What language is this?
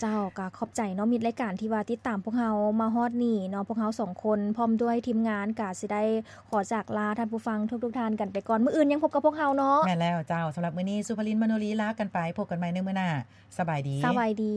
Lao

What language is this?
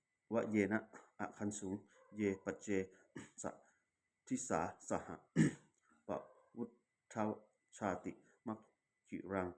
Pali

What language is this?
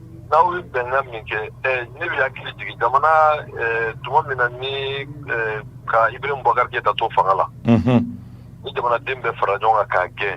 Bambara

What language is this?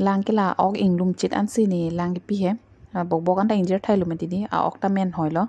Karbi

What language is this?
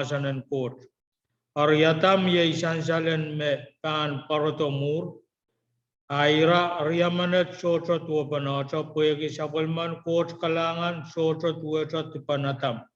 Pohnpeian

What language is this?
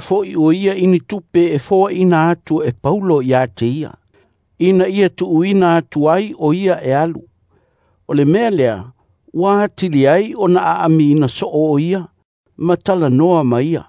Samoan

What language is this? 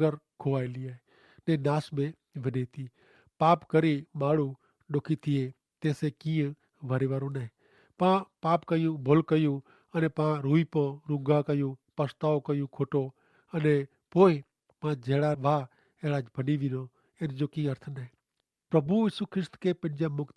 Kachhi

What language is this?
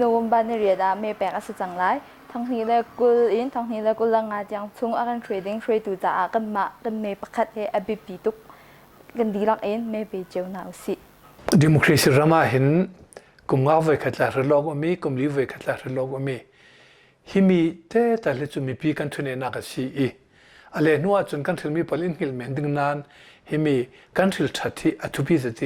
Hakha Chin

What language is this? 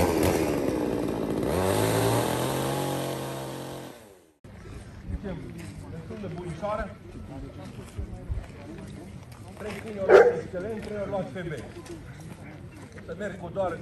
Romanian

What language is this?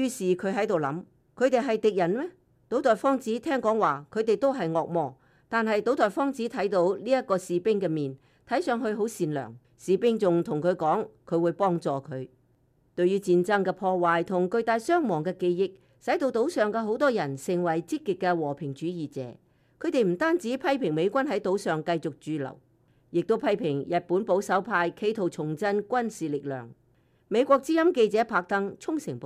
Cantonese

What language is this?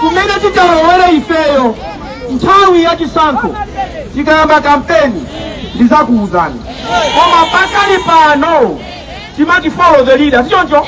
Nyanja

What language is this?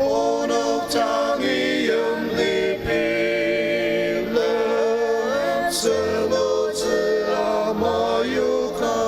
Ao Naga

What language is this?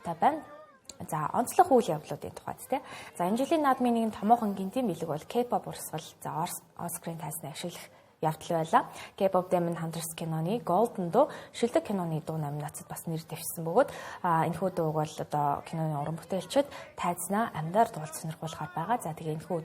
Mongolian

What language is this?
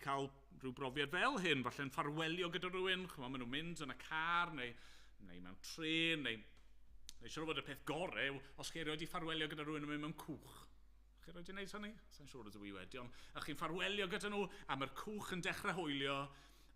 Welsh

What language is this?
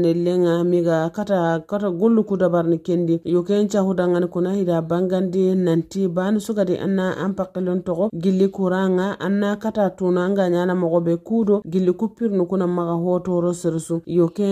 Fula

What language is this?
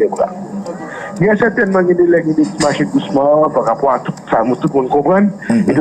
Haitian Creole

